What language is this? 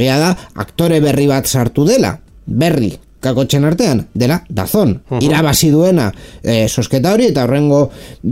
Basque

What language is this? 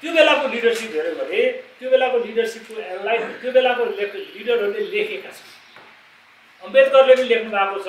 Nepali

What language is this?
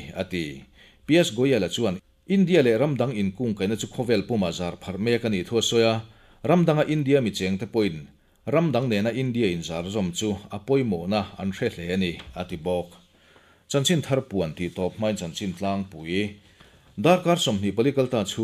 Mizo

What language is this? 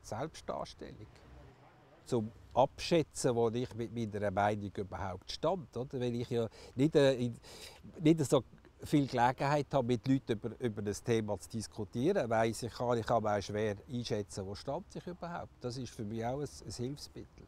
Swiss German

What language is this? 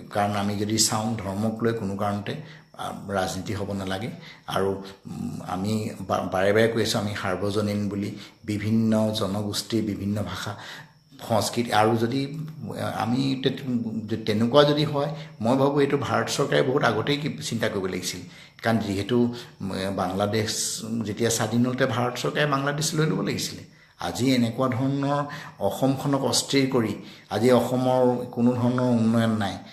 Assamese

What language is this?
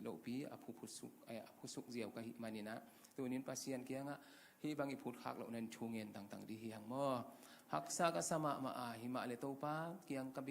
Tedim Chin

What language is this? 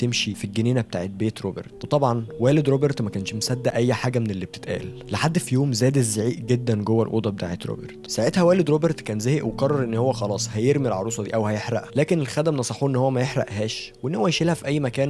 Egyptian Arabic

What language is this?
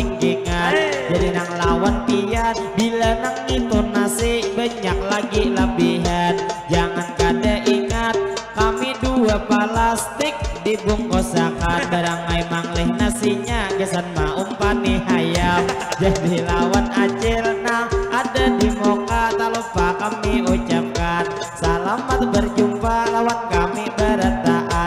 Banjar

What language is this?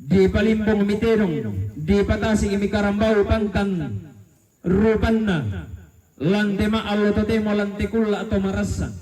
Toraja-Sa'dan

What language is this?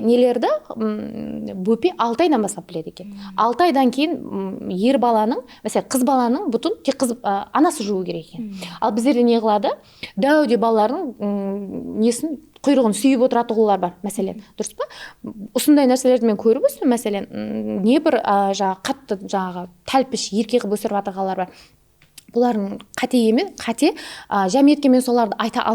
Kara-Kalpak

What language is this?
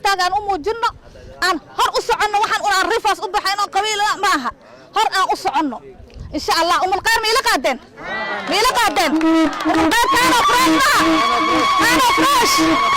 Somali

